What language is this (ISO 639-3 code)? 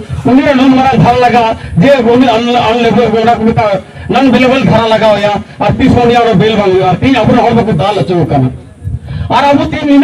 sat